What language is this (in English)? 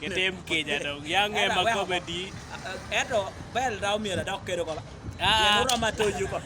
Acoli